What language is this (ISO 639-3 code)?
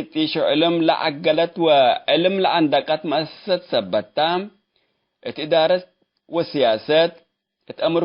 tig